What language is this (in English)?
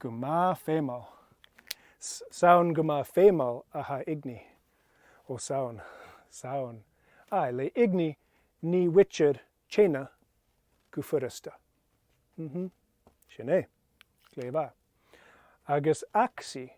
Scottish Gaelic